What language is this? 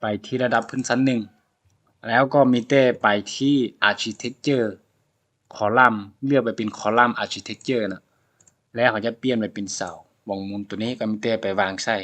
Lao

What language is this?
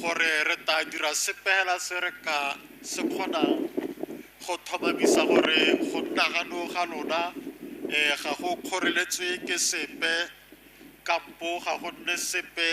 Tswana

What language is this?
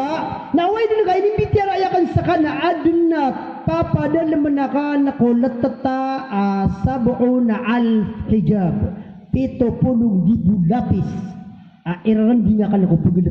Maranao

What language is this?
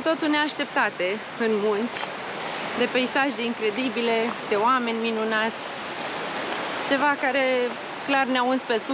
Romanian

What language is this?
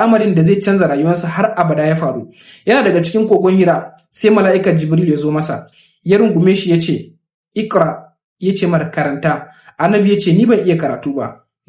Hausa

